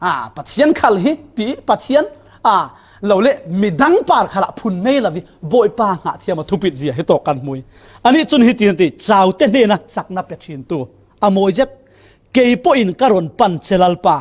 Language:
Falam Chin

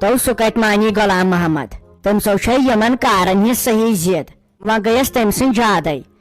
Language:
Kashmiri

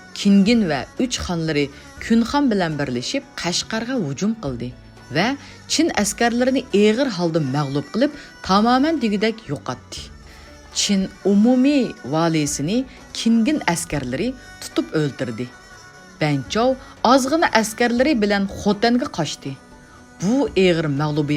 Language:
Uyghur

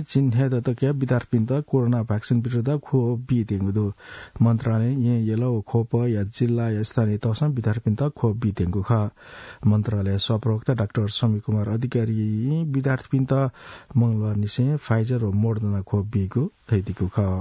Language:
Newari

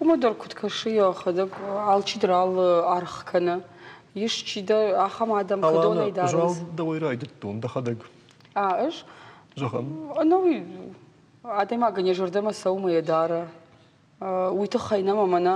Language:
Ossetic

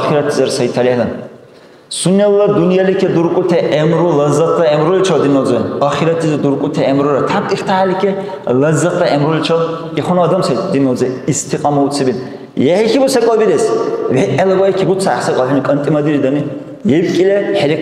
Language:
Dargwa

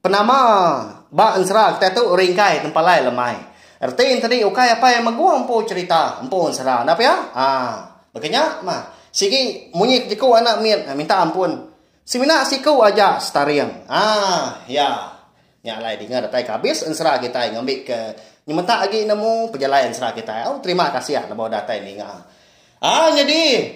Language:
Iban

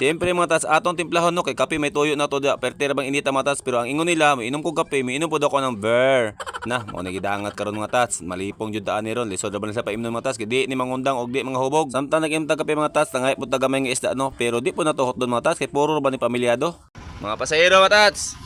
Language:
Cebuano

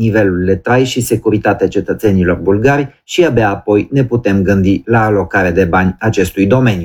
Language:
Romanian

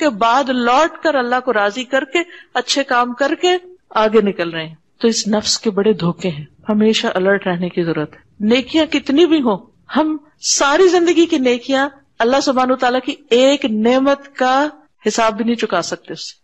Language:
Urdu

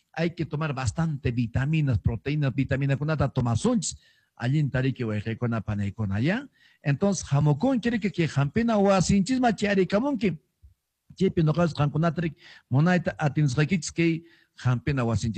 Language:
Quechua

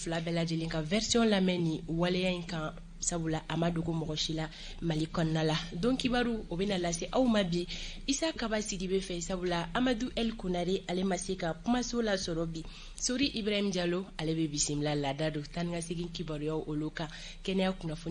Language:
Bambara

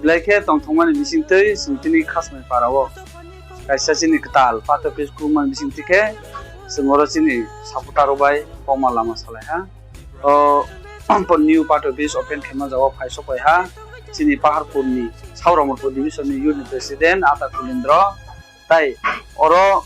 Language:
Kok Borok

